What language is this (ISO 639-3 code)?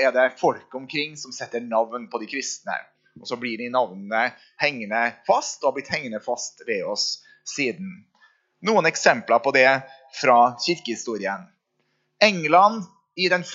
nor